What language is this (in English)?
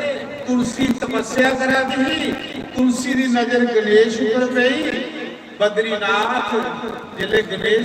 Dogri